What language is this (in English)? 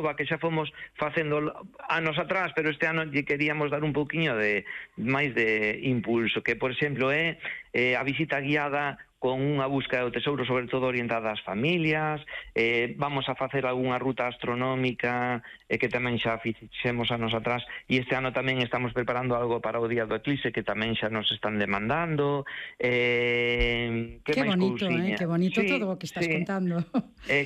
Galician